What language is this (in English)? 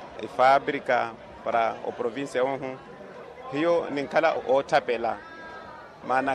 Makhuwa